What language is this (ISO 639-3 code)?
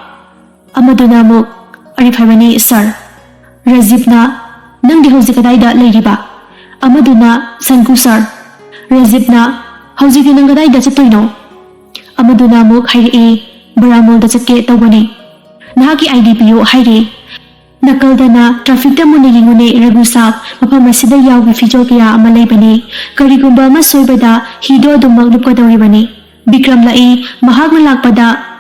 mni